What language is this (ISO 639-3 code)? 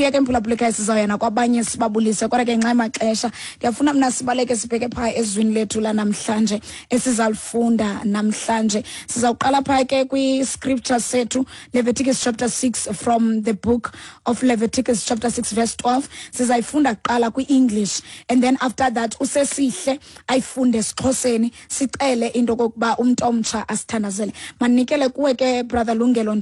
xho